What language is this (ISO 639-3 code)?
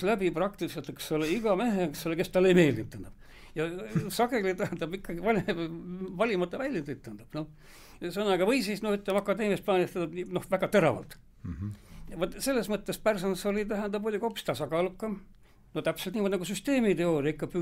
est